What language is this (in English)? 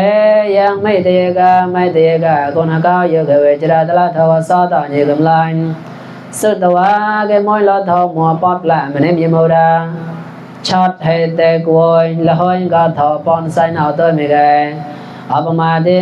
Mon